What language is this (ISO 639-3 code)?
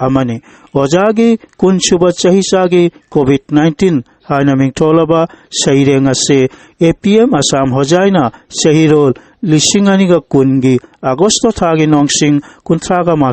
mni